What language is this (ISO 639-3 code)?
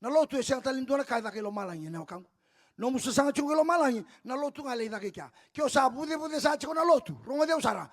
fij